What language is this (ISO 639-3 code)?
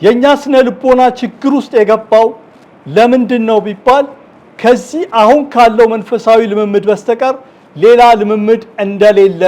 amh